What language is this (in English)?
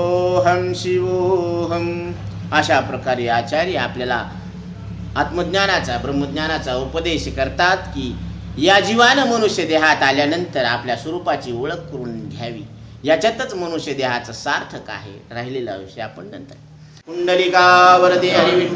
Marathi